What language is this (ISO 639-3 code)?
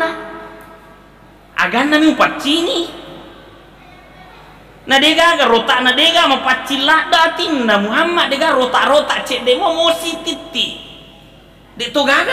bug